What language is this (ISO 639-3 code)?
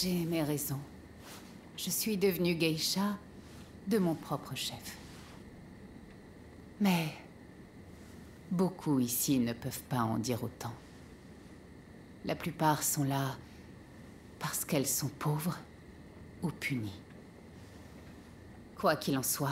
fra